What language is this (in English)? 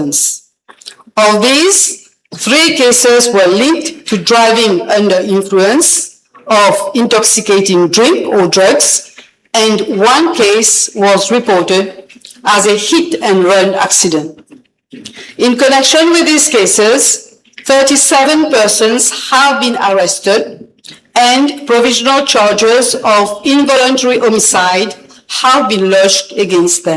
Morisyen